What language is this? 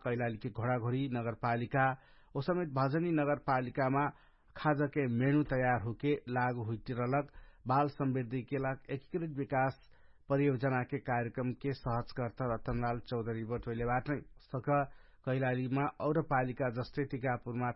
Dangaura Tharu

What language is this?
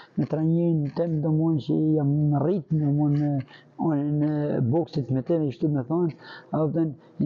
Albanian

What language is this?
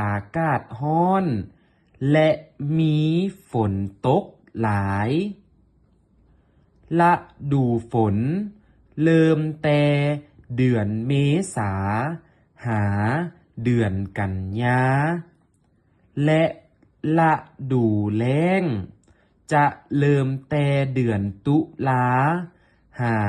Lao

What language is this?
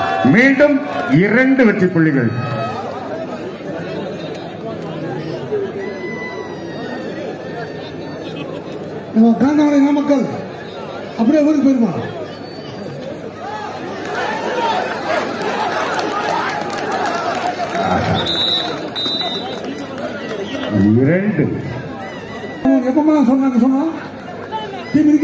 Tamil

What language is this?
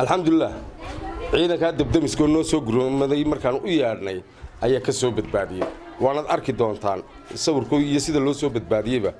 Somali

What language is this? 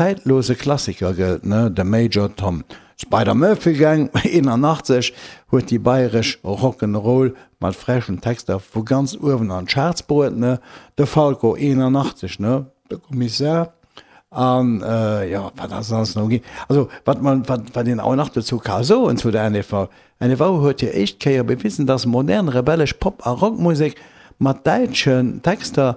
Luxembourgish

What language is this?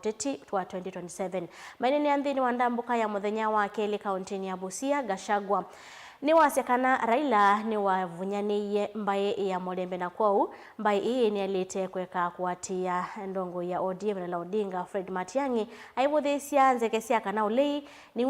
Kamba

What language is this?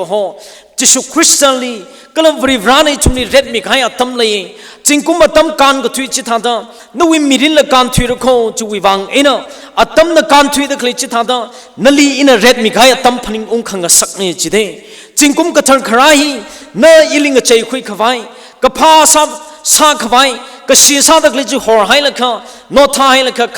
Tangkhul Naga (India)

